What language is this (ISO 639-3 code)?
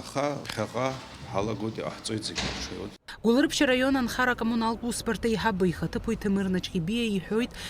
abk